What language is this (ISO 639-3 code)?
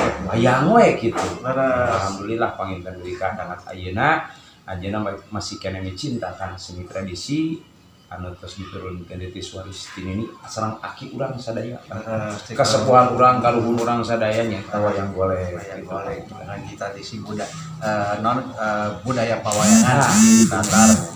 sun